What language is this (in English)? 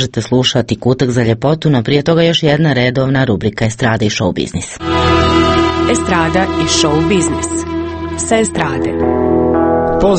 Croatian